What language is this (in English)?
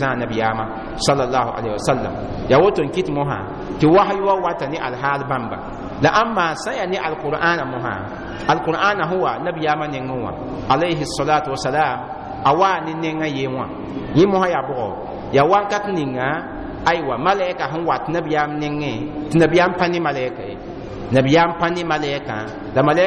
Mossi